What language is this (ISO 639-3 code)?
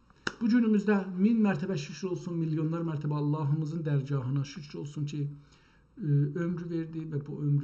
azb